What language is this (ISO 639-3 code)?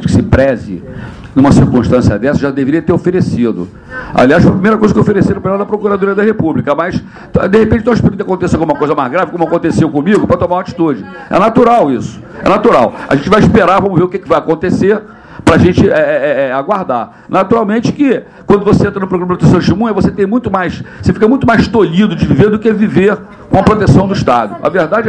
por